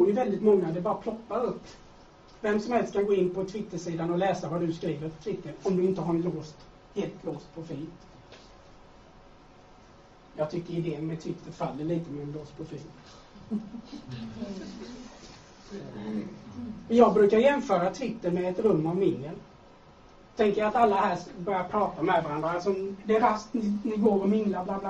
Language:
Swedish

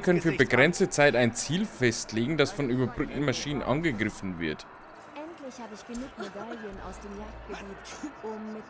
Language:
Bavarian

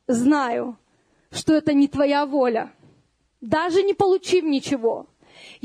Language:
Russian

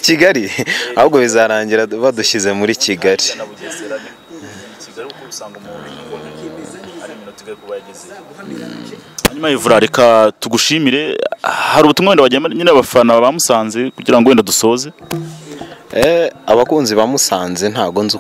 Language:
Kinyarwanda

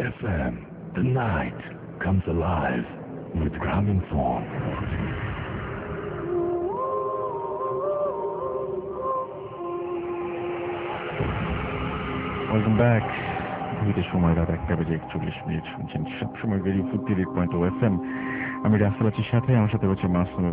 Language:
Bangla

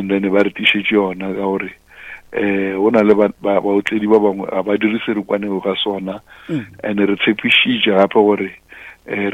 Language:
Northern Sotho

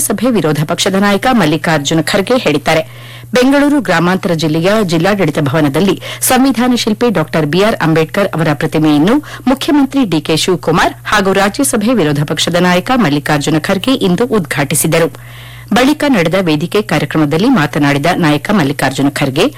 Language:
Kannada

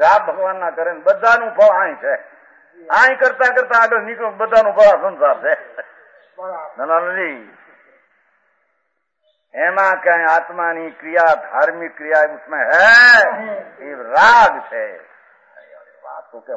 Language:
Gujarati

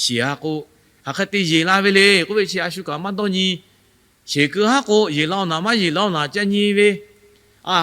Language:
Lahu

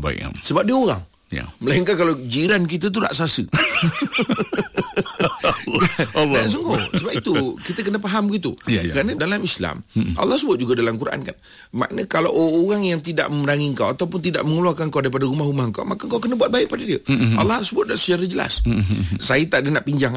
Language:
Malay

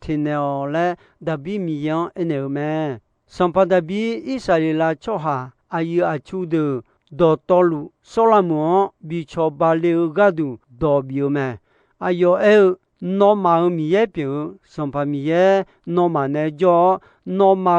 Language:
Akha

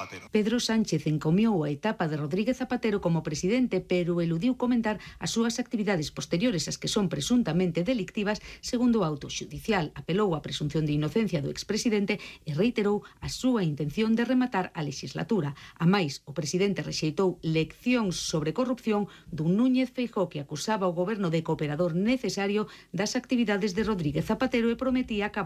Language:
Galician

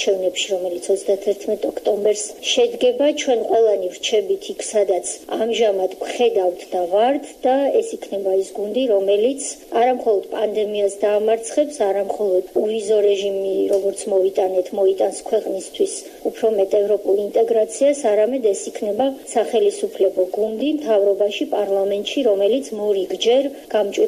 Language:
Georgian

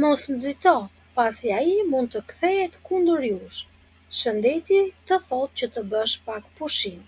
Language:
Albanian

